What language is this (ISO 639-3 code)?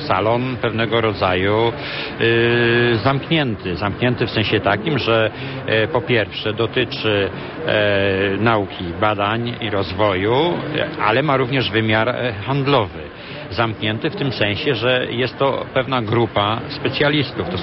pol